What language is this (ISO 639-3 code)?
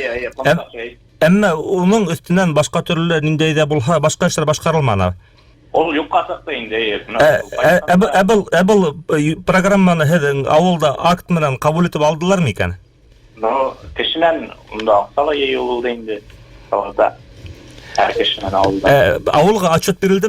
bak